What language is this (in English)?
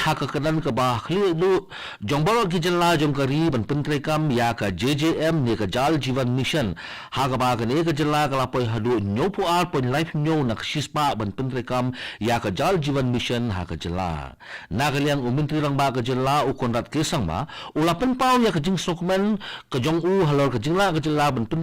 Khasi